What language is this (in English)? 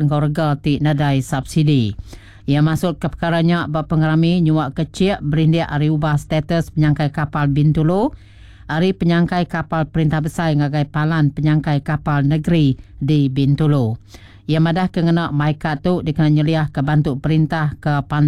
Iban